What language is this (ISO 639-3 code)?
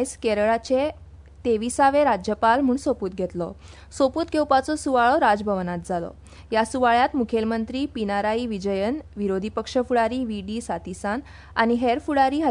kok